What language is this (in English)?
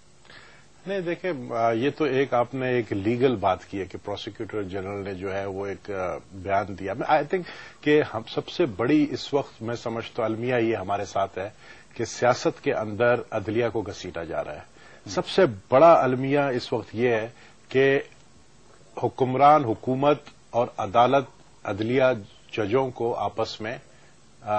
Urdu